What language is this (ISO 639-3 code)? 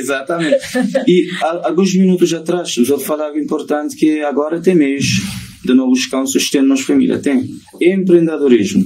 kea